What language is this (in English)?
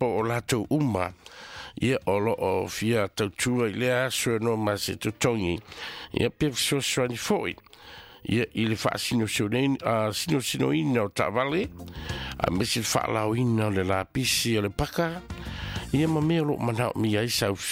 Samoan